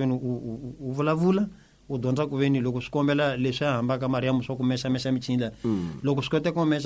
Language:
Tsonga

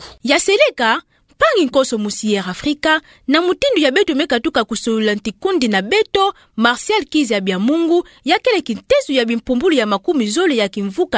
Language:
Kituba (Democratic Republic of Congo)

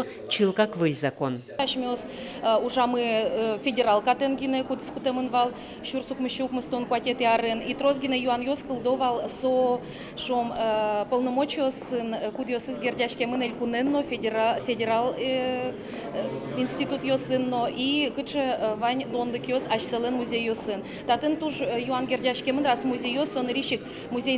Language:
Udmurt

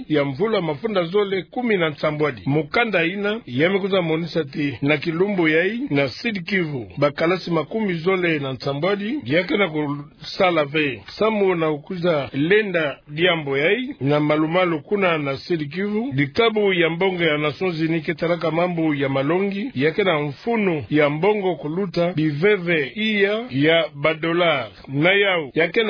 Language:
Kituba (Democratic Republic of Congo)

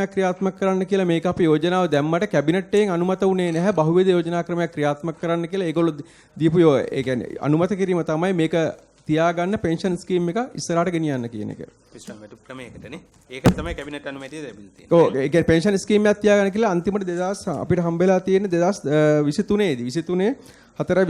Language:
Sinhala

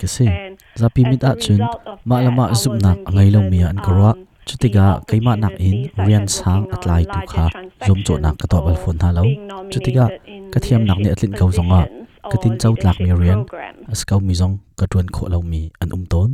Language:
Hakha Chin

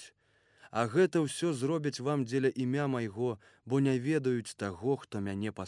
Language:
Belarusian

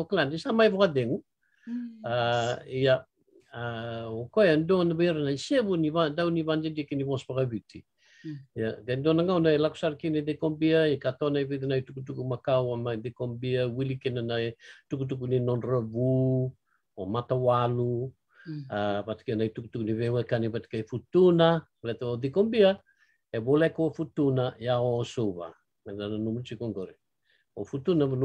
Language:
Fijian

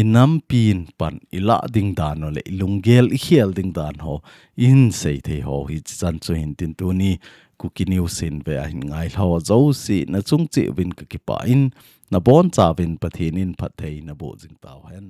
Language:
Thado Chin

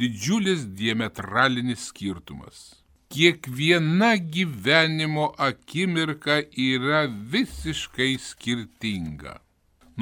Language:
Lithuanian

